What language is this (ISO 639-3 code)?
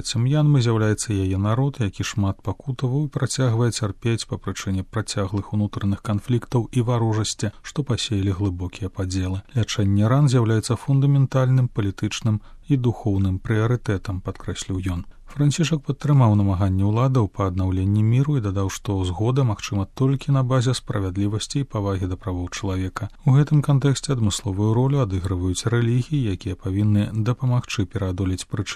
bel